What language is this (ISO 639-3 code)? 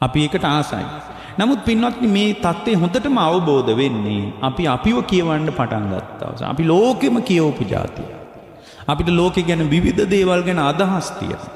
sin